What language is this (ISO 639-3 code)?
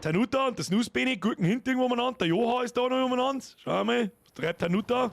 bar